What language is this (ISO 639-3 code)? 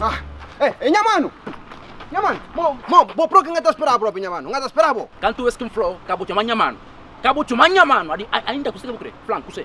kea